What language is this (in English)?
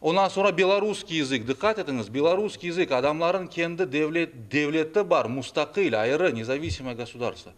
Crimean Tatar